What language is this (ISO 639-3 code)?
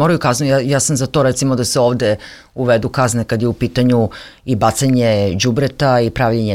srp